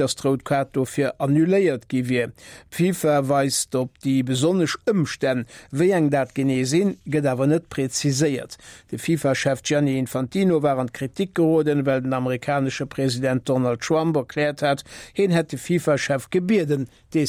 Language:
Luxembourgish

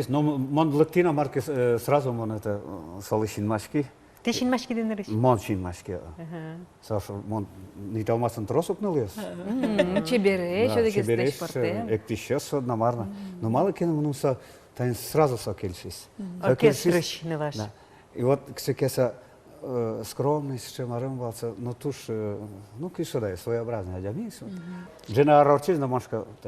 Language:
Udmurt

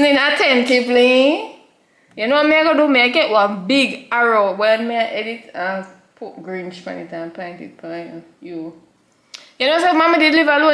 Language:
Jamaican Creole English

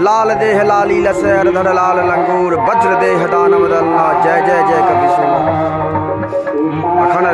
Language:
Maithili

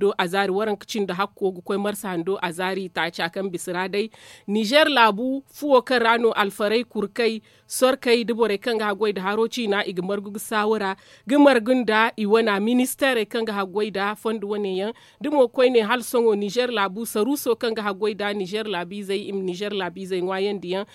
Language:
Zarma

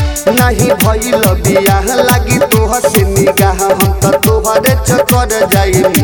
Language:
Bhojpuri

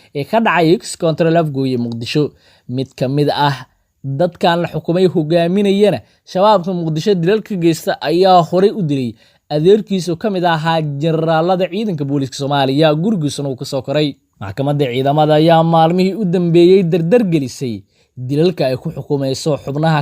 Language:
Somali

